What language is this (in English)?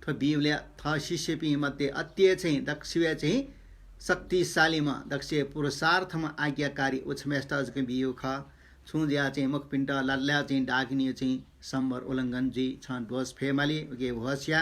Newari